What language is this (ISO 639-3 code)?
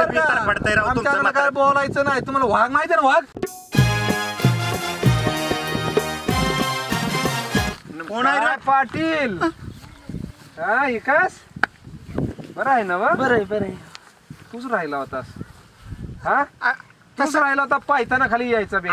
mar